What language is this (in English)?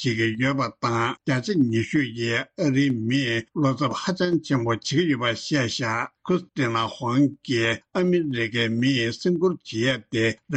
Tibetan